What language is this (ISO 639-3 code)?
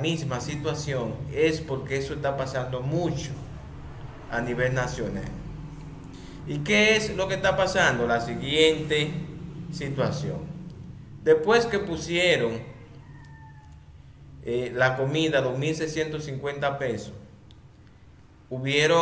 spa